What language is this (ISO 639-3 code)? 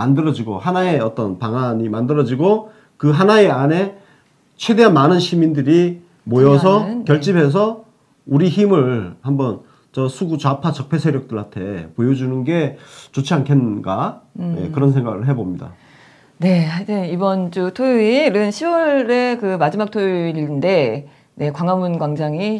kor